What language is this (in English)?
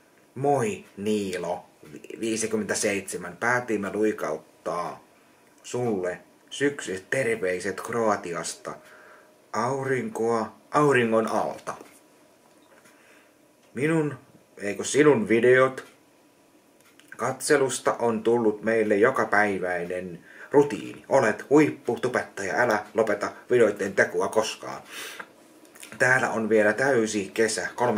Finnish